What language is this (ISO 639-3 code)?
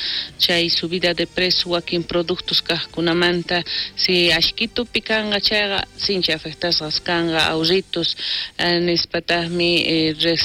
quh